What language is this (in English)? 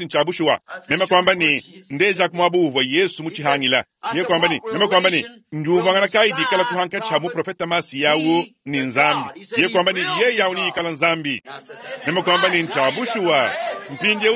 Luba-Lulua